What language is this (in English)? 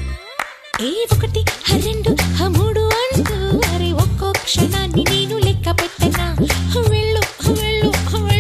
Telugu